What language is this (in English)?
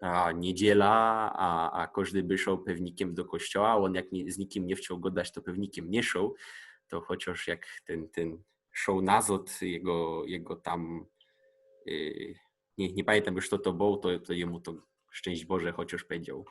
Silesian